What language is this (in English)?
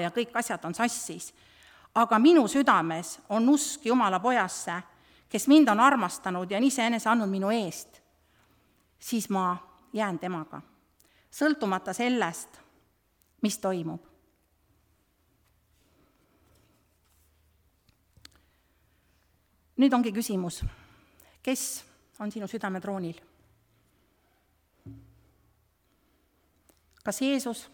Estonian